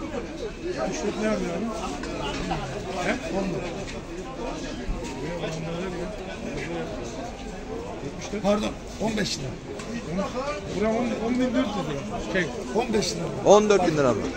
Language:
Turkish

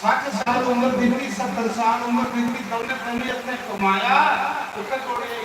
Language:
Dogri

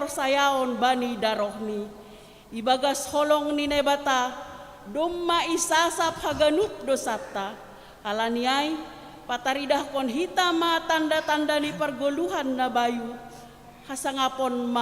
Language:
Batak Simalungun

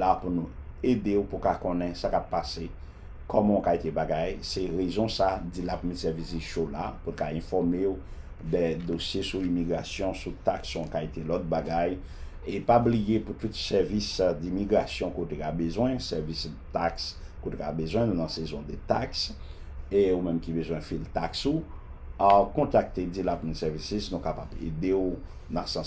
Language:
Haitian Creole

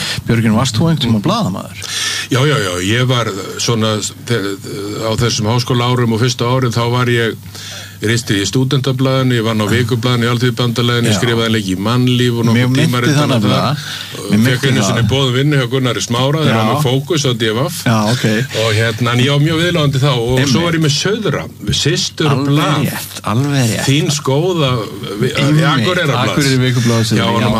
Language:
Icelandic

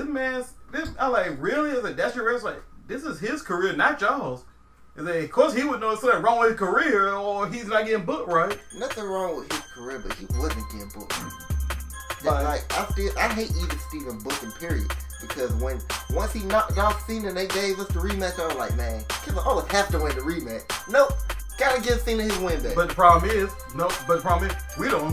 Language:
English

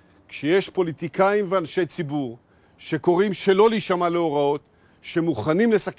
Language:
Hebrew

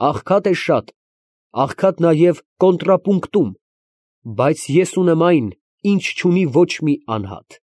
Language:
Armenian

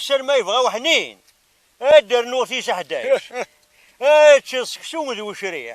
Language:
Kabyle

